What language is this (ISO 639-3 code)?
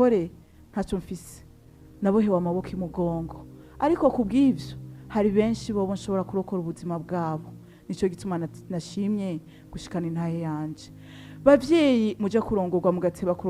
run